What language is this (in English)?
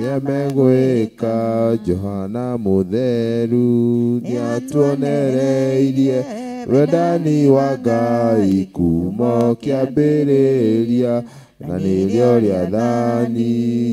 Kikuyu